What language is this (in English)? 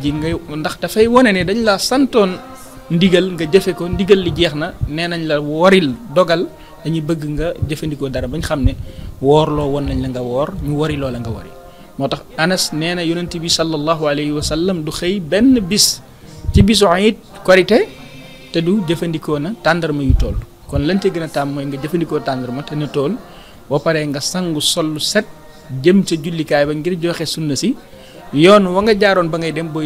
Wolof